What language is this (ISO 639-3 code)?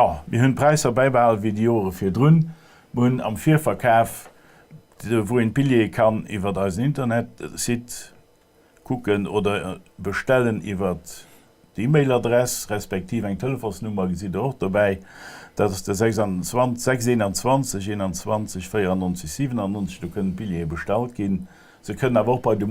ltz